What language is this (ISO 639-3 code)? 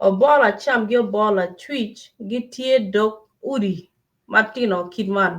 ach